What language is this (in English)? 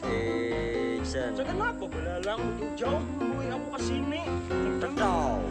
Banjar